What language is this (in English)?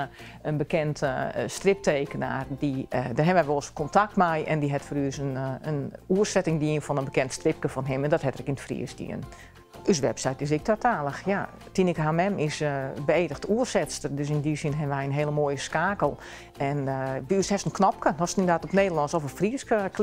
Western Frisian